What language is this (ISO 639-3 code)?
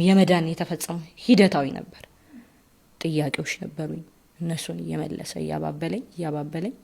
amh